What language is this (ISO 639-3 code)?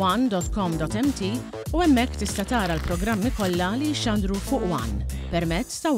mlt